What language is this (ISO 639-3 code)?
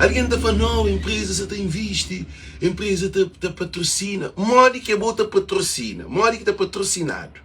kea